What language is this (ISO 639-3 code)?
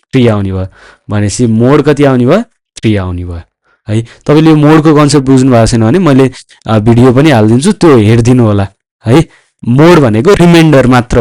nep